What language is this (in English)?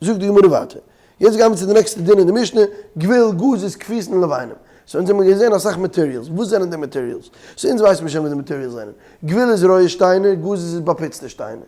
Yiddish